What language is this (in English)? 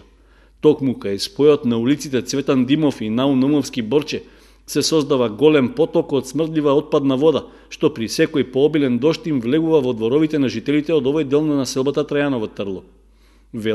Macedonian